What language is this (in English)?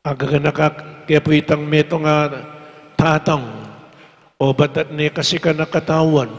Pampanga